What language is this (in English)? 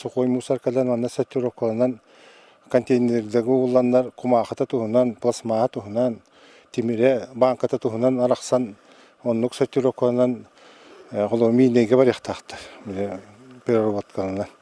Yakut